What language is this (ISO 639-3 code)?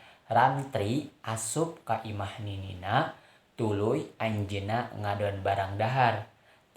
sun